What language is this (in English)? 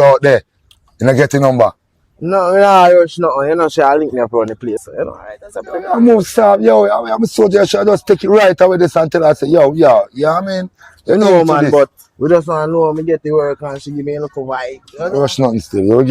Jamaican Creole English